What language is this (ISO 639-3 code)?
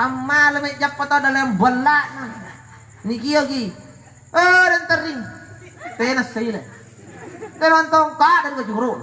mak